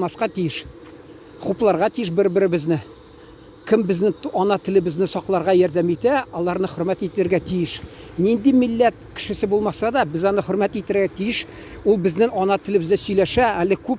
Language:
Tatar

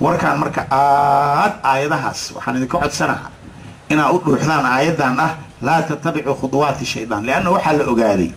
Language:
Somali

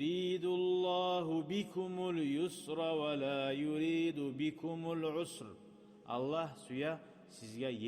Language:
Kumyk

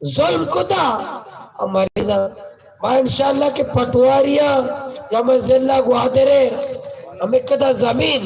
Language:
Baluchi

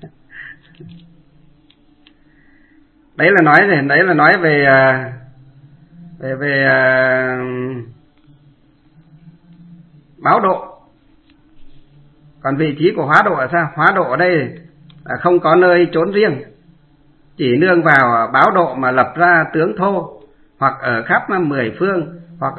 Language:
Vietnamese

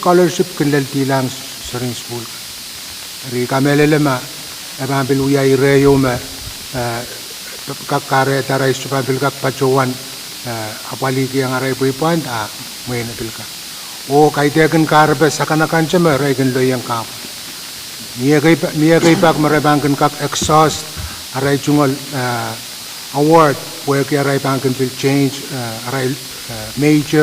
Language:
Pohnpeian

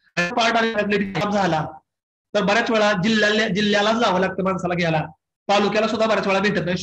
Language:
Marathi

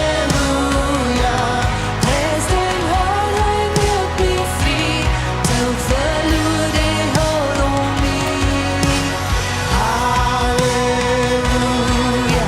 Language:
Plautdietsch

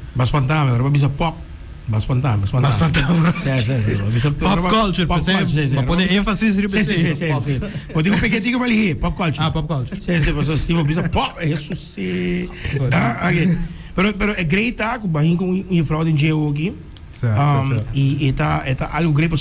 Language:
Papiamento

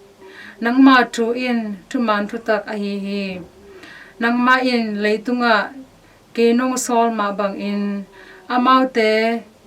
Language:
Tedim Chin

